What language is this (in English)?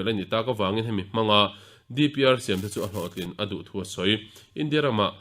Mizo